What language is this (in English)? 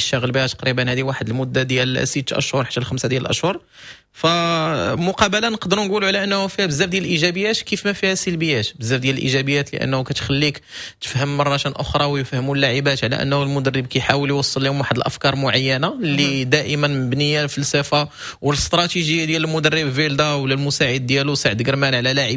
Moroccan Arabic